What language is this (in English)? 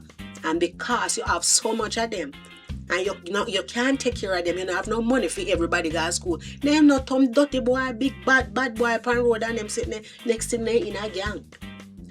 Jamaican Creole English